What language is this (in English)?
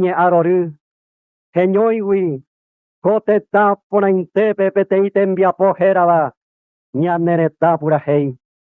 Guarani